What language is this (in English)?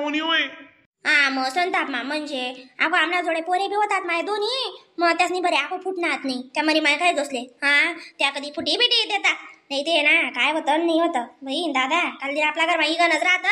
Khandesi